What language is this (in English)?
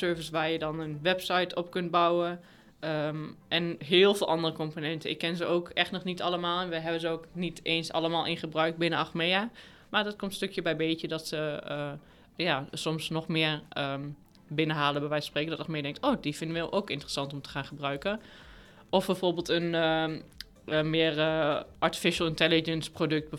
Dutch